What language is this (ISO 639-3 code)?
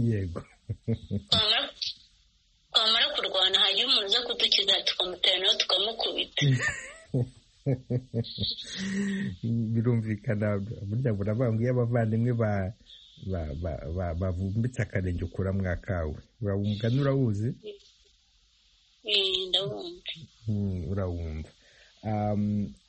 kin